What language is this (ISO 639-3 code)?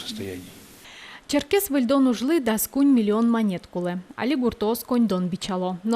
udm